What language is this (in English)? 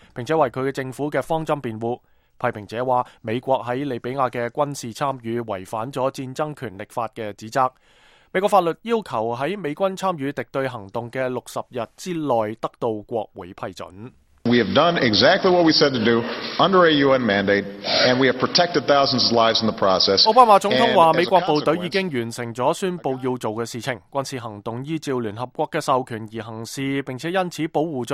Cantonese